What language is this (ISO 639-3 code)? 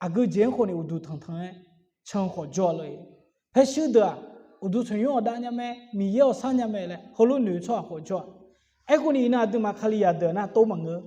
ahk